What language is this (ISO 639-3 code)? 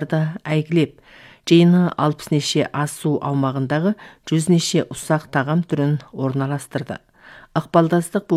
kaz